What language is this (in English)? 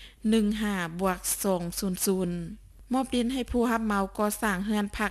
Lao